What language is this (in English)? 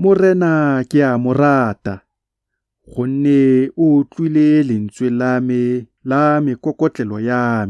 Tswana